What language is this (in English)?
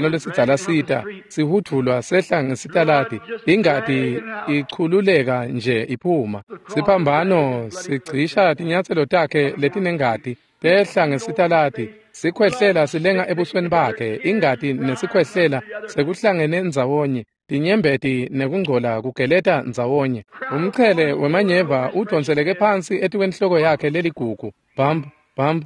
Swati